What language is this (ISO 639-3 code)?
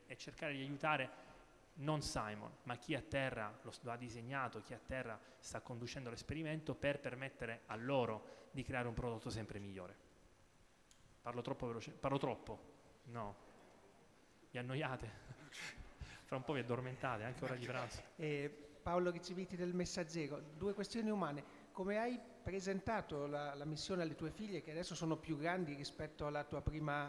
ita